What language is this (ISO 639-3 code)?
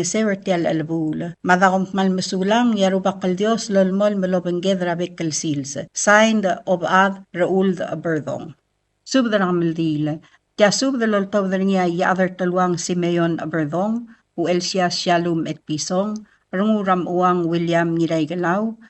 pau